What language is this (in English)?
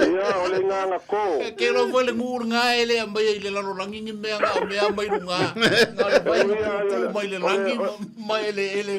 Samoan